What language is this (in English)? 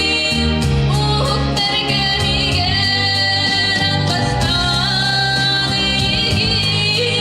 Yakut